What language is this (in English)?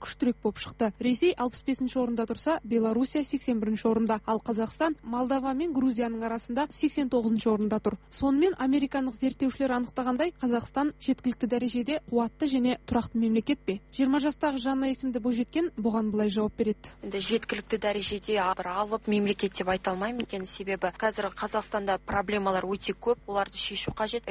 Kazakh